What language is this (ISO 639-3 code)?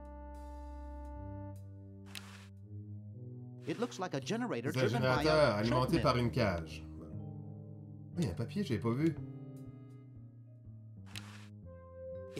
fra